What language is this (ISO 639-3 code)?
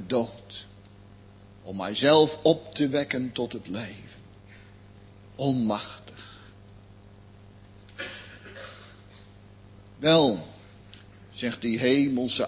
nld